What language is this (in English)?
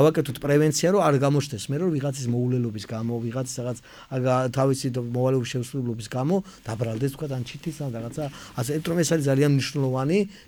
Georgian